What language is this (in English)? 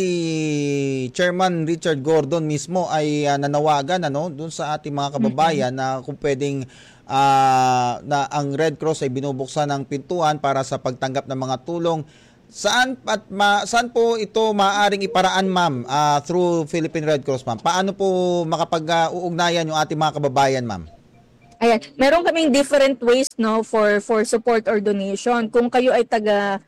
Filipino